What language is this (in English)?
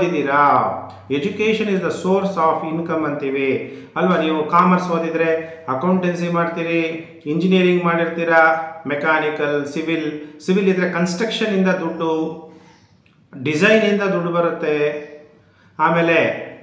Kannada